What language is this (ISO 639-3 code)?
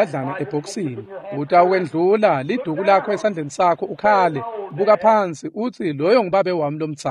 ssw